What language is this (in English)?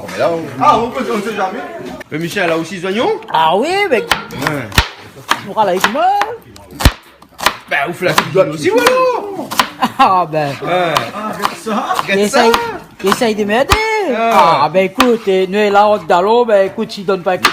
Réunion Creole French